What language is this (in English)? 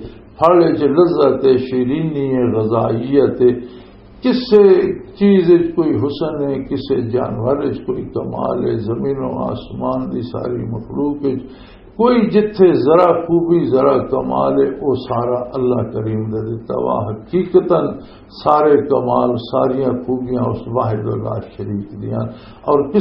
Western Panjabi